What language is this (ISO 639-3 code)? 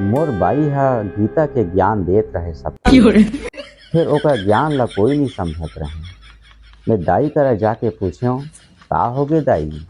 hne